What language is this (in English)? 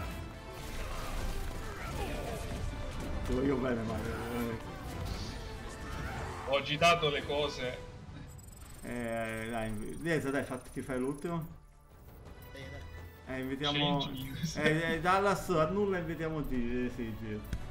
Italian